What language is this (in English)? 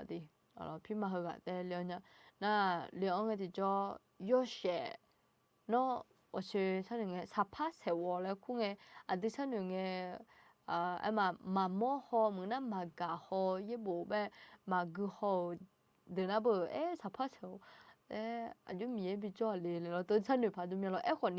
Akha